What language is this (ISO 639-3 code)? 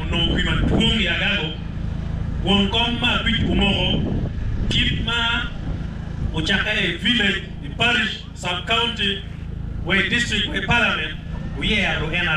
ach